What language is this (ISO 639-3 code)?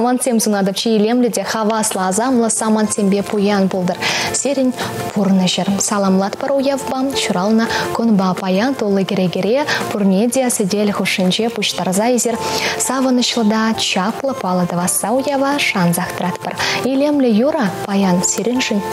chv